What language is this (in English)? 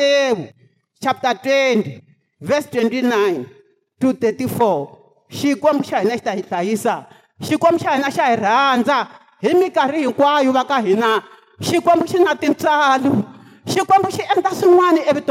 Tsonga